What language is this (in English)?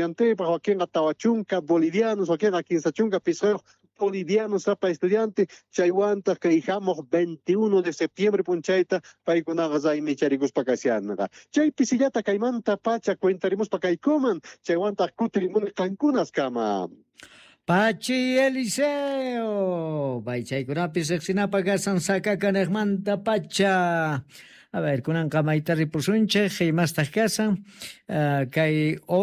South Bolivian Quechua